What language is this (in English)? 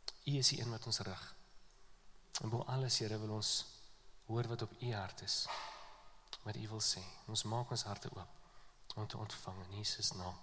Afrikaans